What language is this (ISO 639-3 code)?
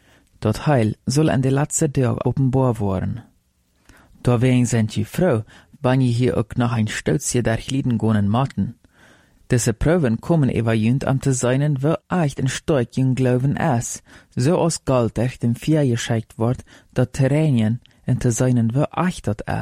pdt